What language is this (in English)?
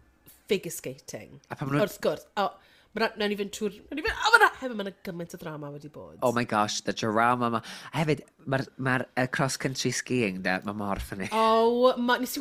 Welsh